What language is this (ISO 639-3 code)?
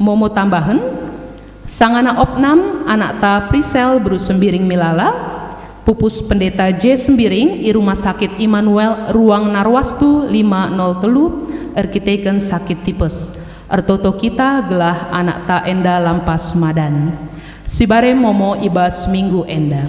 btx